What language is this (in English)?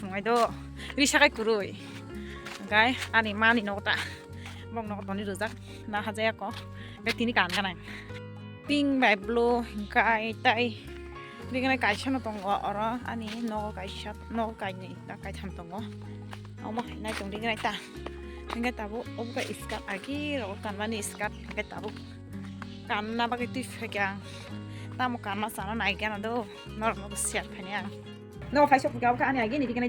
Kok Borok